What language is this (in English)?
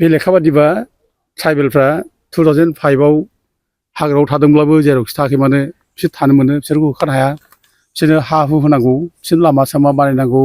Bodo